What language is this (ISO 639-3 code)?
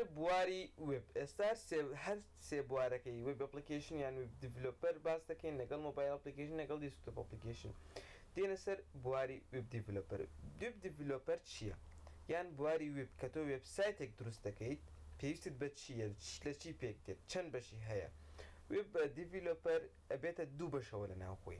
ckb